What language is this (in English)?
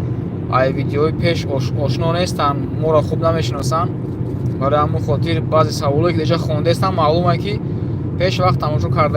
Tajik